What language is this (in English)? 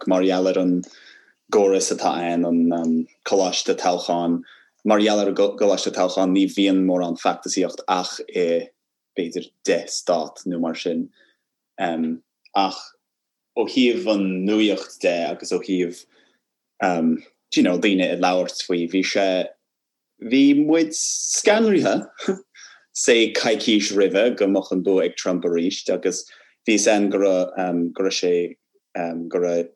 Irish